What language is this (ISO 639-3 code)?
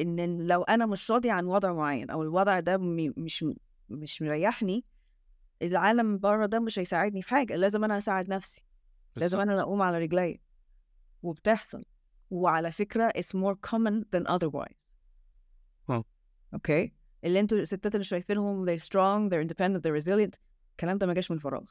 arz